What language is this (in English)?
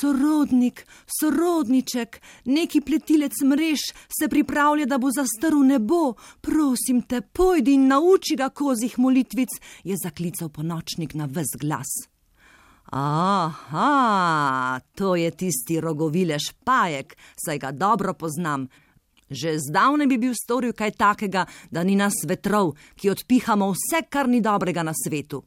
Slovenian